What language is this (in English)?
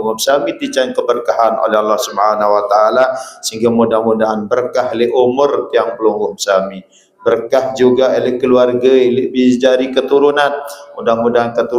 Sasak